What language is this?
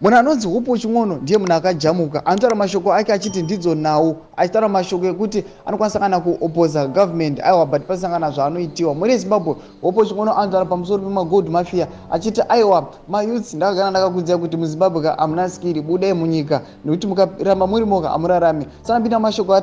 Shona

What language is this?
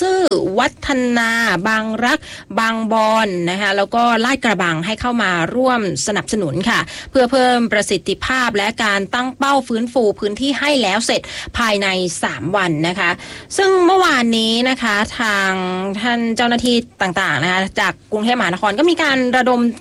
Thai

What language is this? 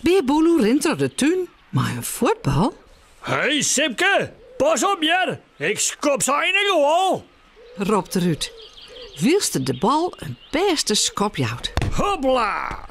Western Frisian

